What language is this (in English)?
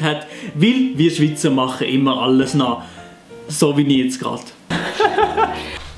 Swiss German